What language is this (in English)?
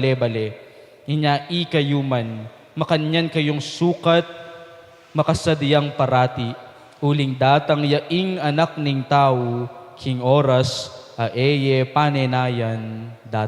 Pampanga